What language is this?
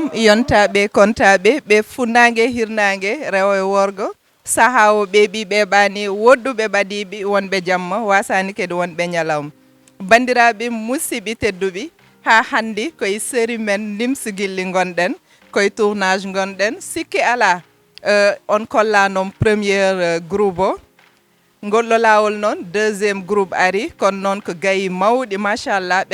Fula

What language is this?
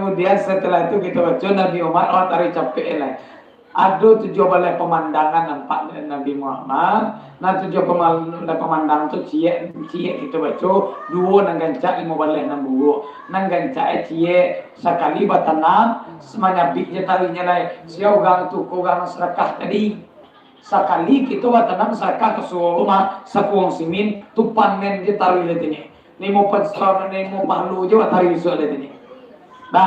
Minangkabau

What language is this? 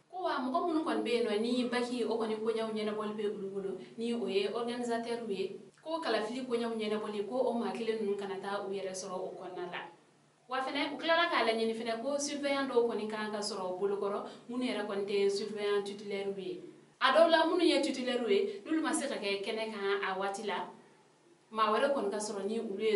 Bambara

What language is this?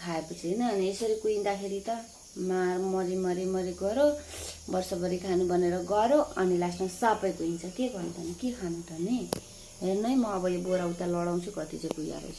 Nepali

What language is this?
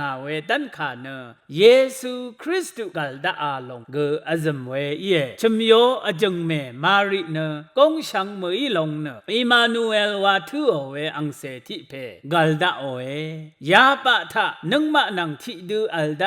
Rawang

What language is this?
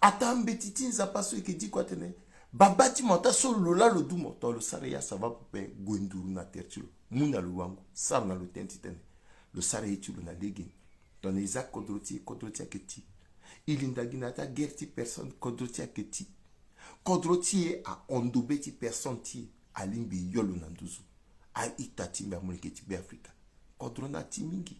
Sango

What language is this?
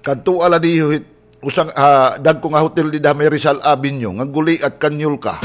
Waray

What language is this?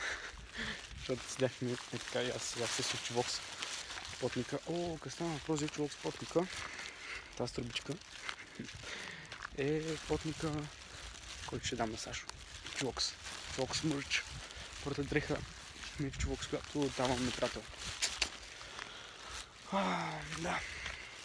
Bulgarian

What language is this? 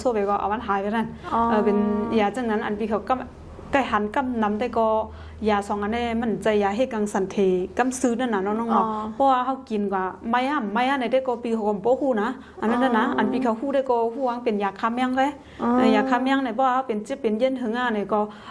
Shan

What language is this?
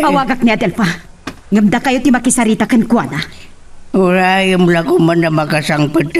Iloko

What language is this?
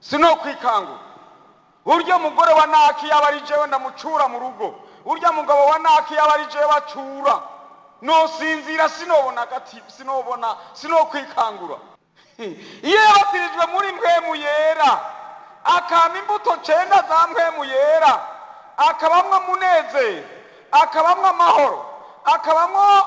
Rundi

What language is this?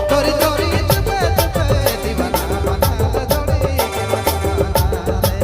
Sadri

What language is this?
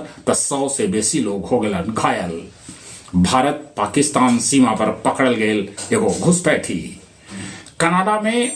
Magahi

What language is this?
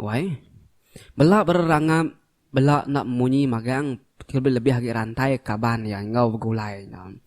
Iban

